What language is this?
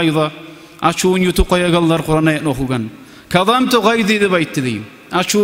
Kumyk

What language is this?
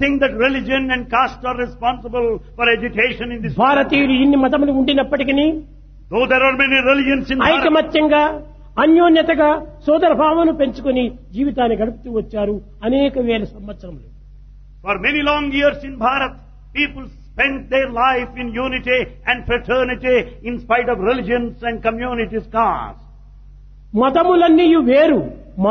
Telugu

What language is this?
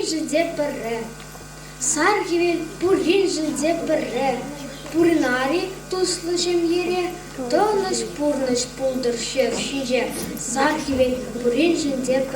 Chuvash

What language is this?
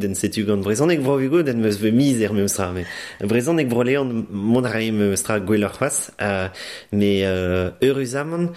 Breton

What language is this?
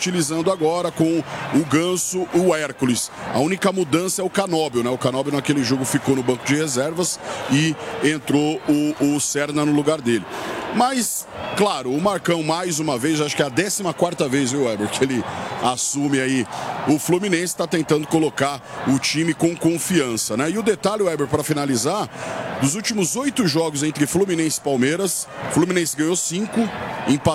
Portuguese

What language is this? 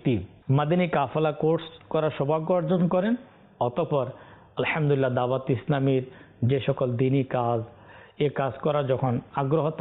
Bangla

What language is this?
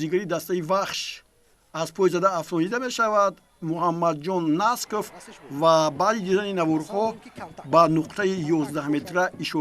Tajik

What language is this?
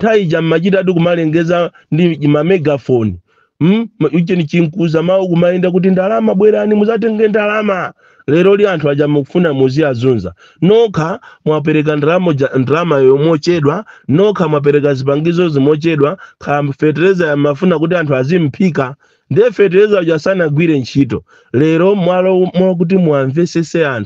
Nyanja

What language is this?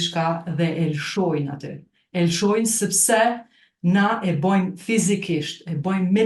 Albanian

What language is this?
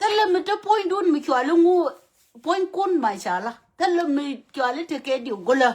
Nuer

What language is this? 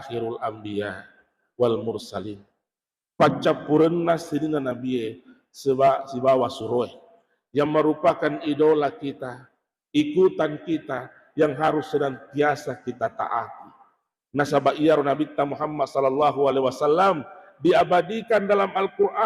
Buginese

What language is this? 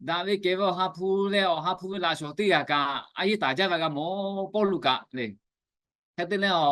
Lahu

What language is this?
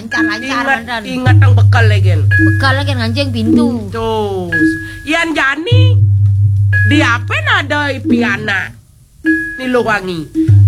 Indonesian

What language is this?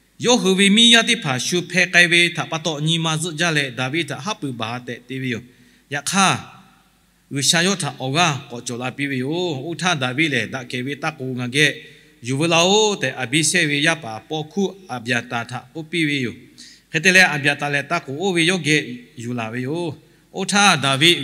Lahu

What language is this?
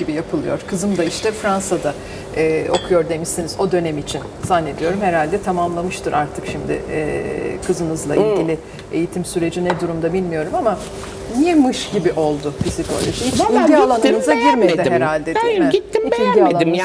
Turkish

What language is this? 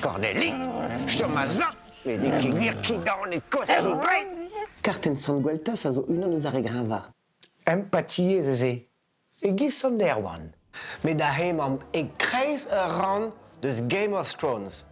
Breton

